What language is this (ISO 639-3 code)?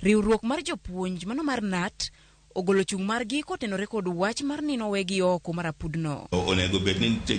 luo